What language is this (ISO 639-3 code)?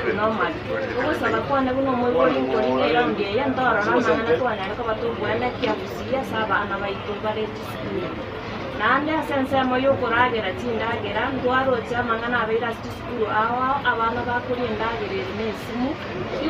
guz